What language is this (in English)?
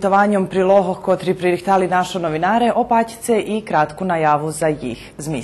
Rusyn